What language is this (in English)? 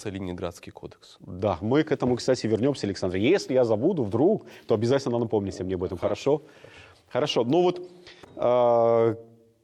Russian